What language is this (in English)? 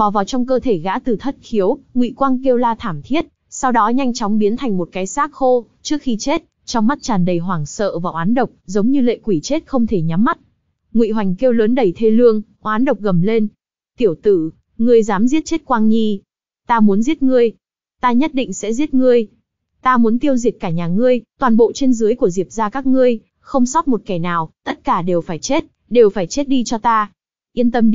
Vietnamese